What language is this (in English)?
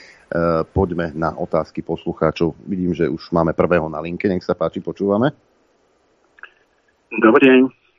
Slovak